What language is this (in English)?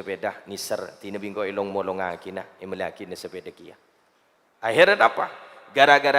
Madurese